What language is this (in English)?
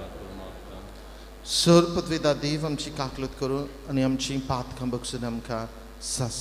Konkani